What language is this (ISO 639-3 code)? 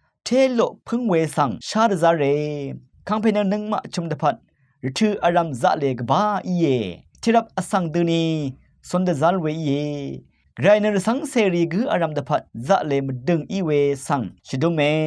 raw